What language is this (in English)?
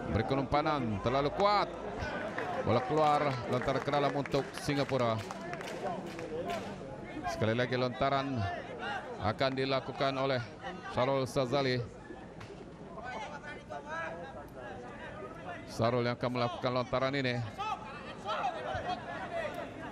Malay